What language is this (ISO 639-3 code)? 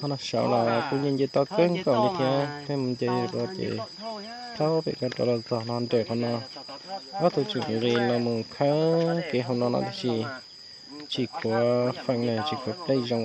hmn